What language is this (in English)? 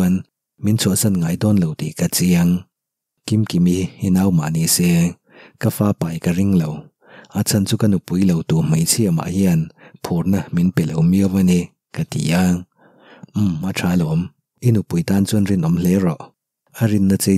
Mizo